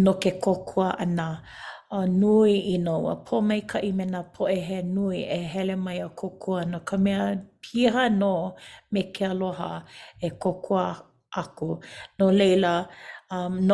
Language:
Hawaiian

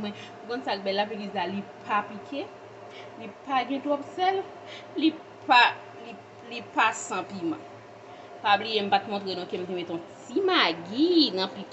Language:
Haitian Creole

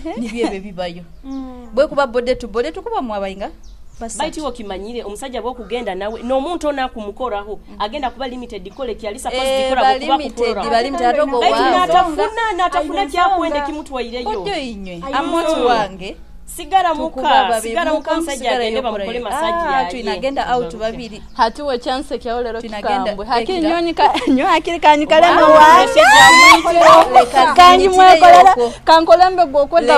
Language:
Nyoro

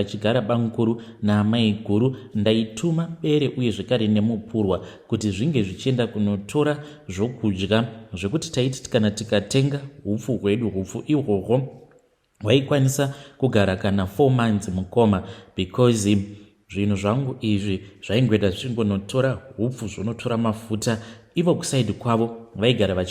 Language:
Shona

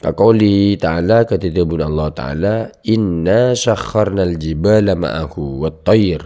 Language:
Madurese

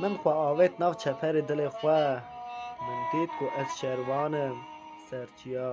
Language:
Kurdish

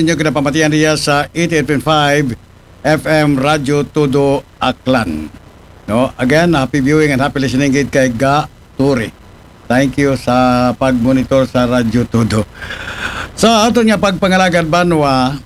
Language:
Aklanon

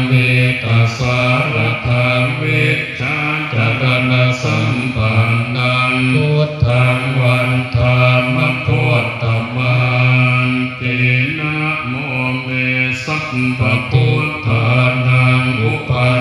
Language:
Pali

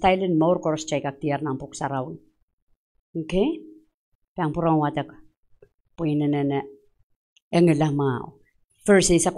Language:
Pohnpeian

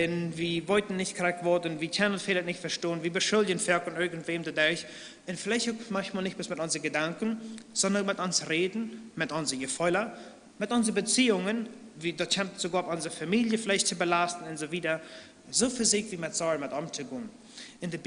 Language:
Plautdietsch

